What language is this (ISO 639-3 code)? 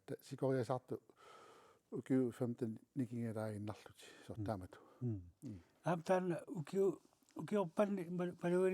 kal